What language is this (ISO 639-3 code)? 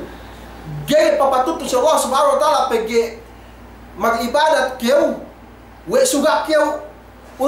yka